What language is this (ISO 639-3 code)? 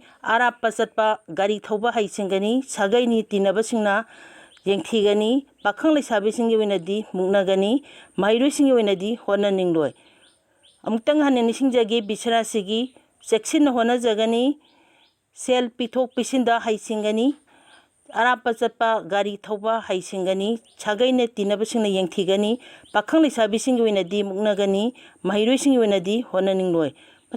mni